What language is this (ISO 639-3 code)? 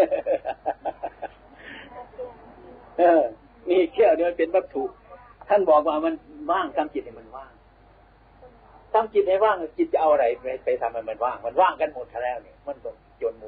tha